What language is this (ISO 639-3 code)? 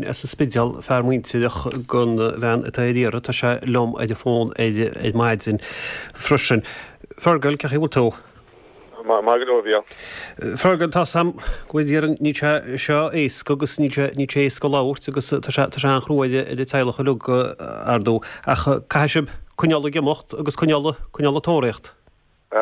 gle